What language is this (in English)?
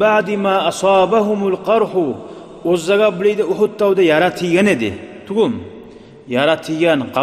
Kumyk